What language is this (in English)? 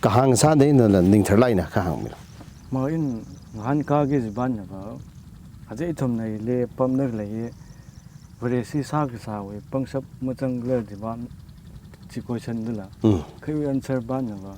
Tangkhul Naga (India)